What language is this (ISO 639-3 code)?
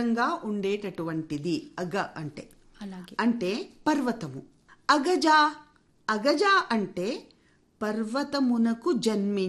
tel